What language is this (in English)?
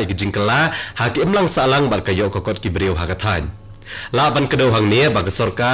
Khasi